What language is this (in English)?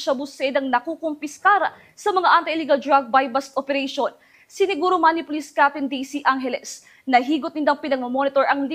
Bikol